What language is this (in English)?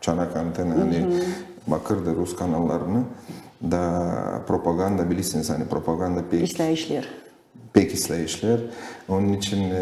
Gagauz